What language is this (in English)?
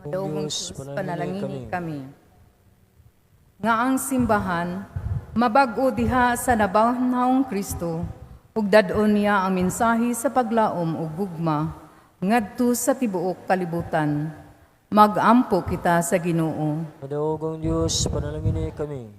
Cebuano